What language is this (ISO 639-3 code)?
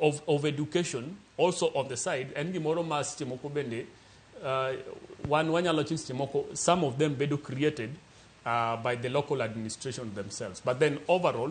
luo